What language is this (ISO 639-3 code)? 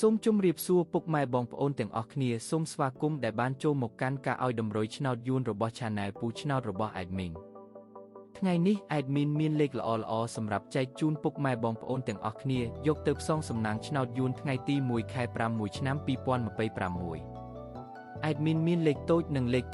khm